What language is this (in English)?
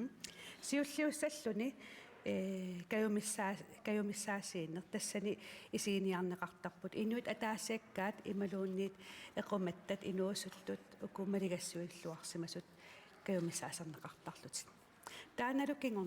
Kalaallisut